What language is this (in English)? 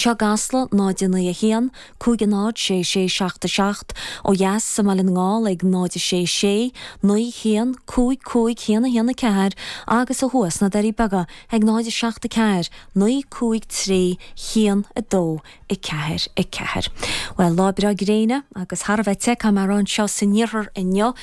Irish